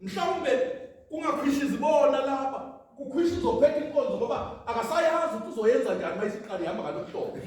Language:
Zulu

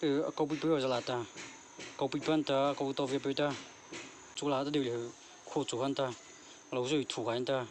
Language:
Mara Chin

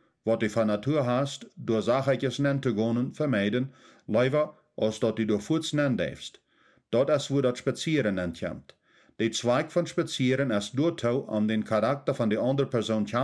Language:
Plautdietsch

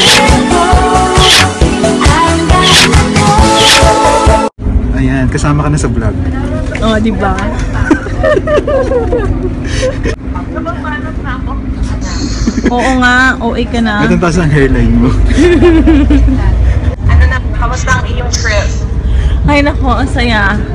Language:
Filipino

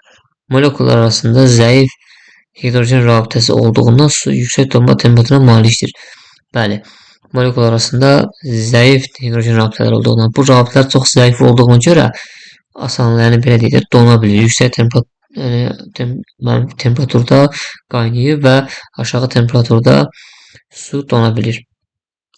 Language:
Azerbaijani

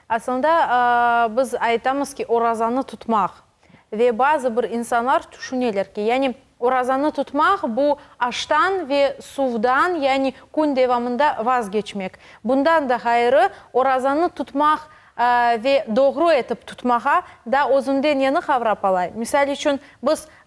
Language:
Crimean Tatar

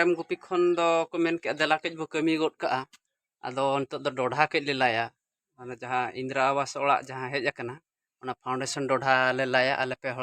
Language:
Santali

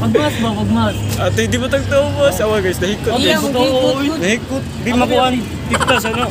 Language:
Cebuano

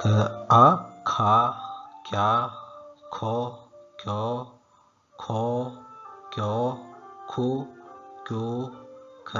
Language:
Sinhala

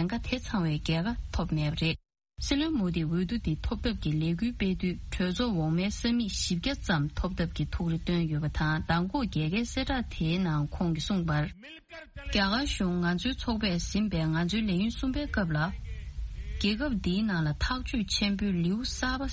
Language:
Tibetan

